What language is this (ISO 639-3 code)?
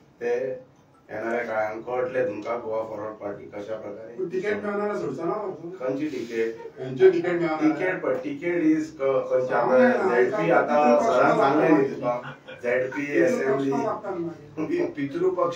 kok